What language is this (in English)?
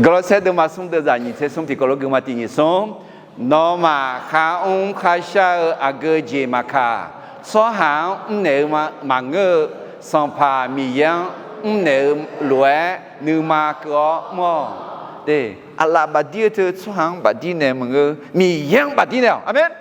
Akha